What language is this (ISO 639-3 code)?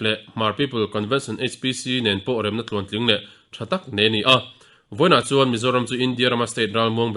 lus